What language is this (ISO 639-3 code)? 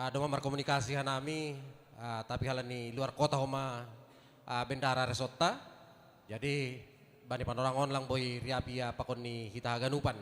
bts